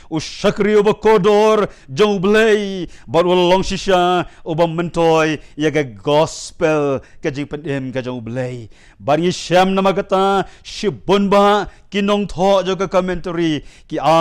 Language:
Khasi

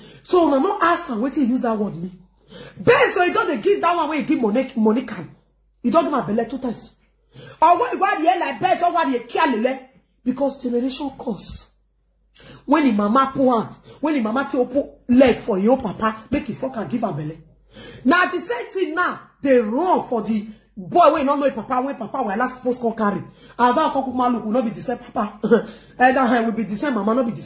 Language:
Nigerian Pidgin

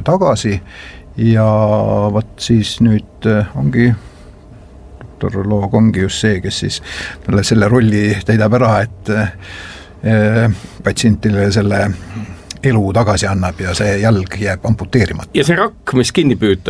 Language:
Estonian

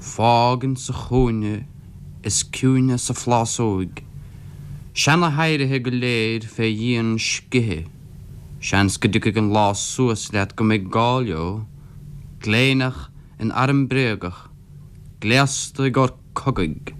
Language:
Irish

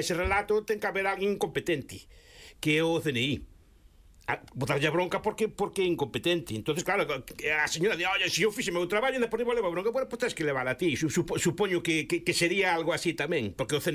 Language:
Galician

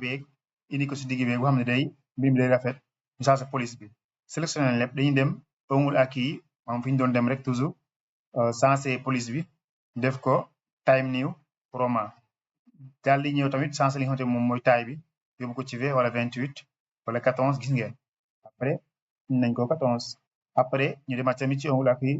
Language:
Wolof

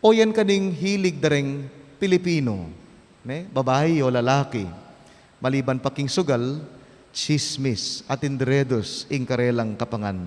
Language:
Pampanga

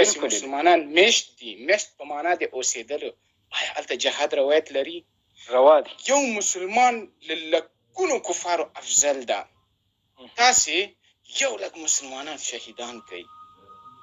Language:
Pashto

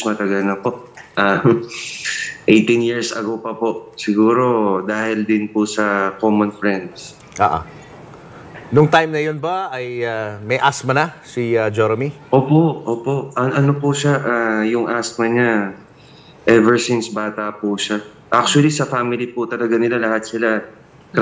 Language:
Filipino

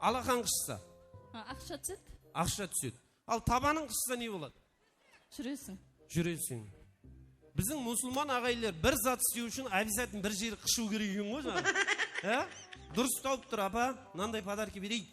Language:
Kara-Kalpak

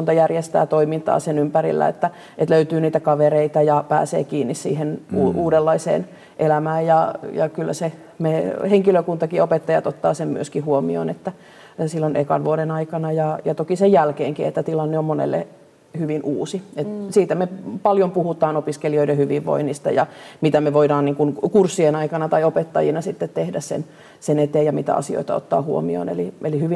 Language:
Finnish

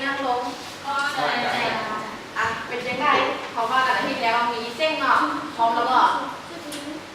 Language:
Lao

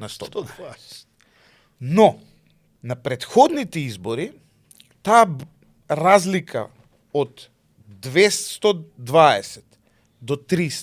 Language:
Macedonian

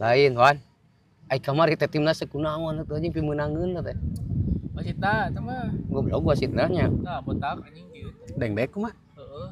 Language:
Sundanese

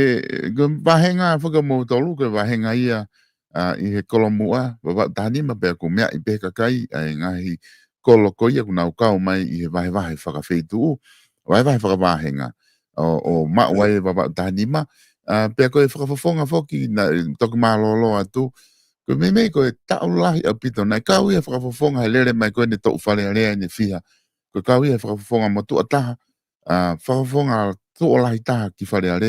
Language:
Tongan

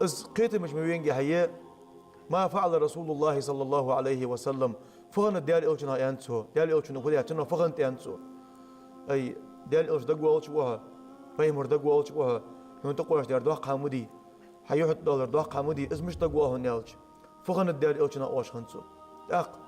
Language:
Ingush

